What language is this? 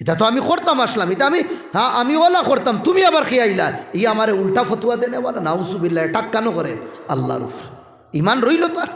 Sylheti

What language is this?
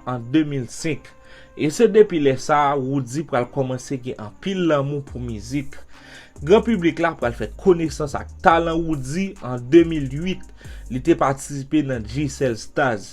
Haitian Creole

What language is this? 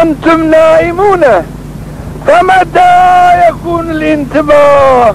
Zaza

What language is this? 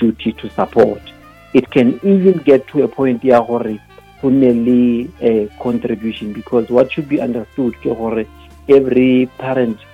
Northern Sotho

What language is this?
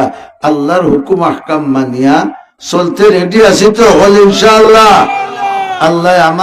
Sylheti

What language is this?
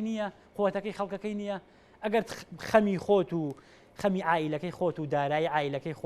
Central Kurdish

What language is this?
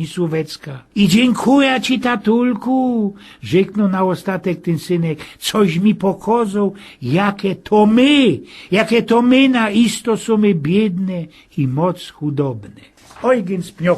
Silesian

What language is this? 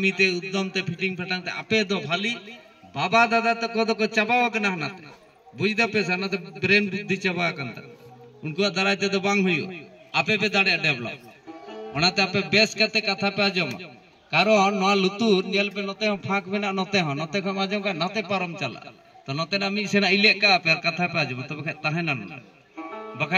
Santali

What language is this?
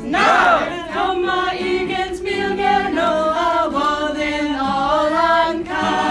Cornish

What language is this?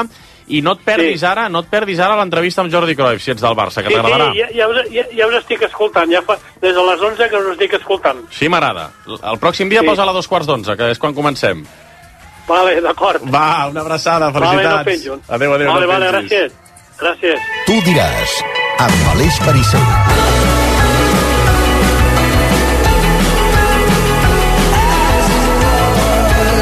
Catalan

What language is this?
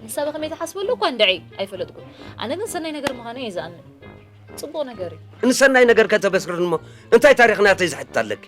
Tigrinya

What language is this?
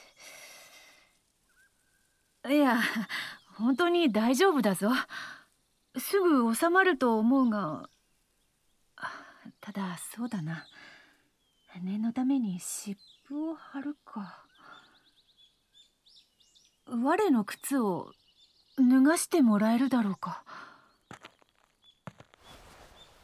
Japanese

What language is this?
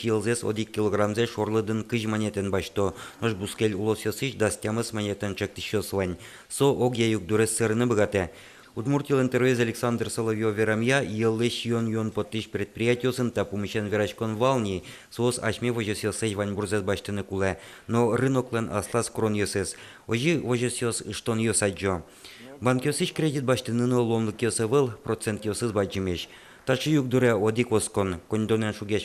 Udmurt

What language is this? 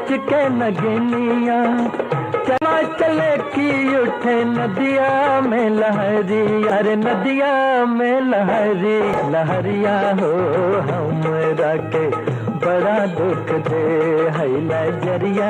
Magahi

